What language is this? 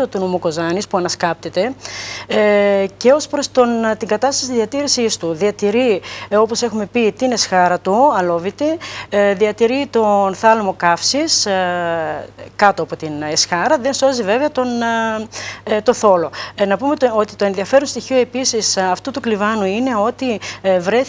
Greek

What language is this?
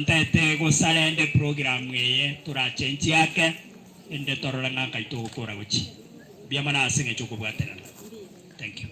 Gusii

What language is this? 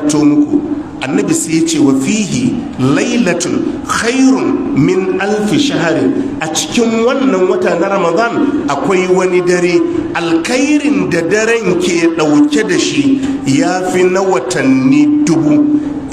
Hausa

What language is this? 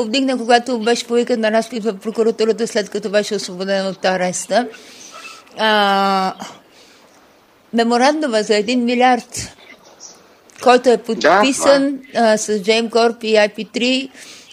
Bulgarian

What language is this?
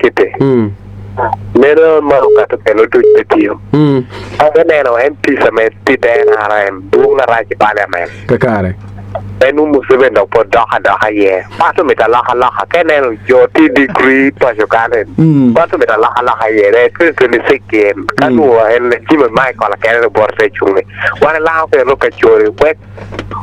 Acoli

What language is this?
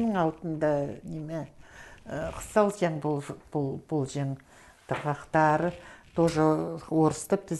Khakas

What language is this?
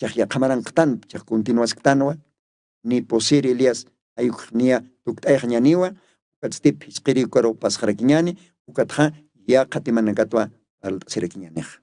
Aymara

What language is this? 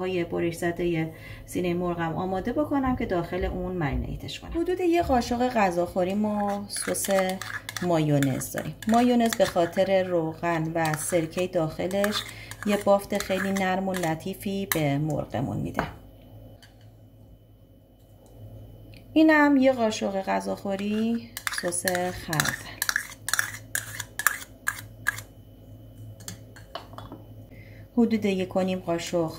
Persian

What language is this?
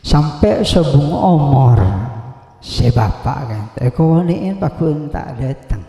Madurese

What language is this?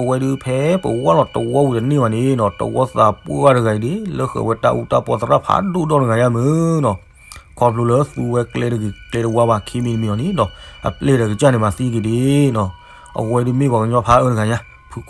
S'gaw Karen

